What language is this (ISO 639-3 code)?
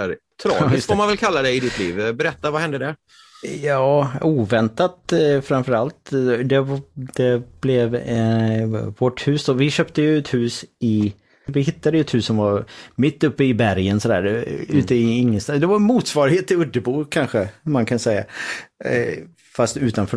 swe